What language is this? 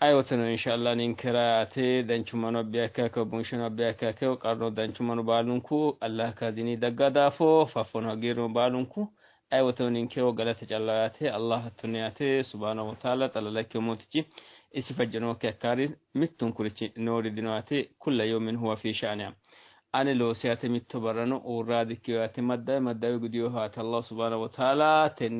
Sidamo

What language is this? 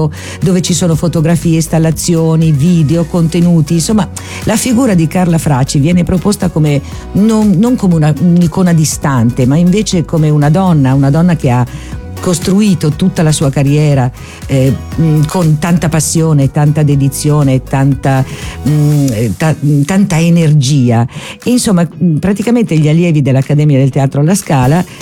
Italian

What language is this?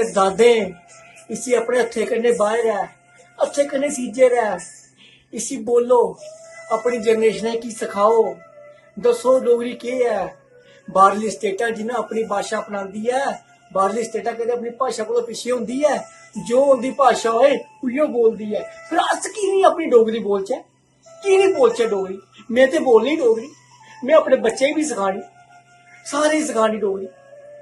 Dogri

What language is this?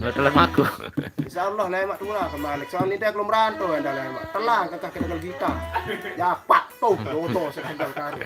Sasak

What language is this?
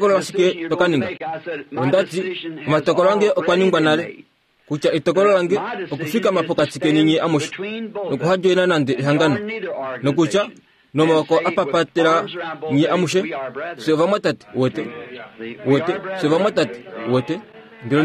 Kuanyama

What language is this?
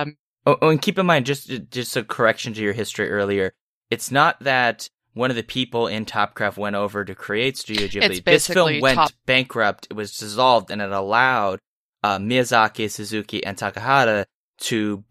English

